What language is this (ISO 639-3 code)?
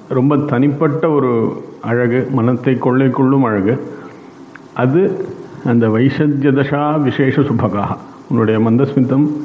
tam